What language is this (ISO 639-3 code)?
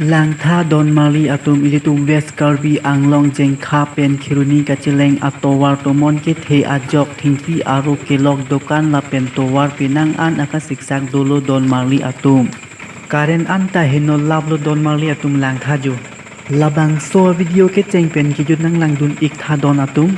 mjw